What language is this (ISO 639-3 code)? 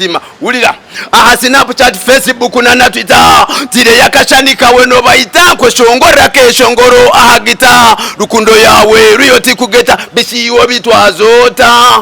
nyn